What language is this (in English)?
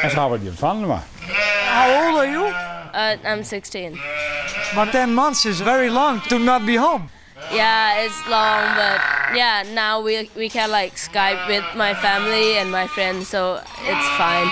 Western Frisian